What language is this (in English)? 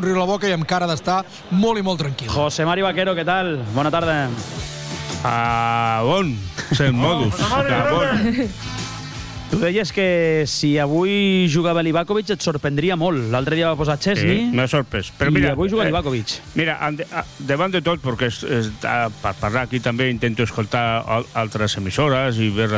Catalan